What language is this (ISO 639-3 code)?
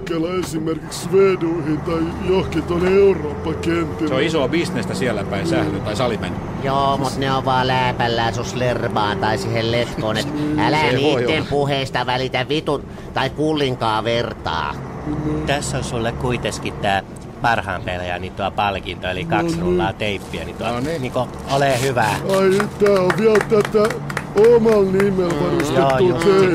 fin